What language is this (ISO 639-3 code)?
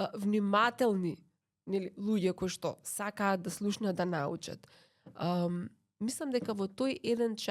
mkd